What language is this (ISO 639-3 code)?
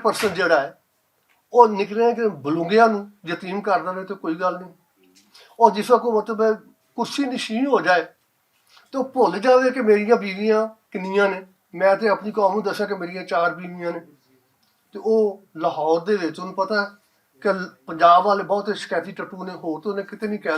lah